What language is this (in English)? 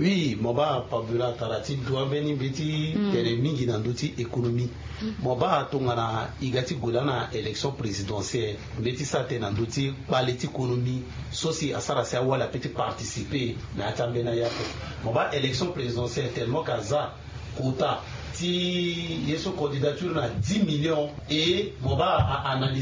Sango